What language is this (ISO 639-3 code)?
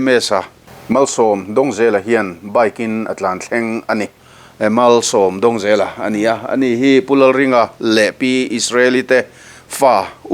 lus